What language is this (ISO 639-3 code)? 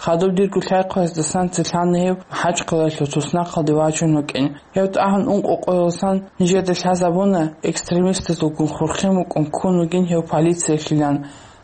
ava